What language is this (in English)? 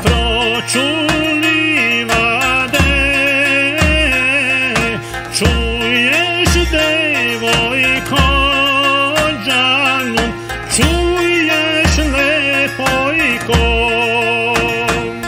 Serbian